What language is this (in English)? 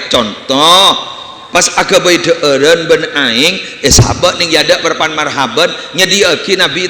Madurese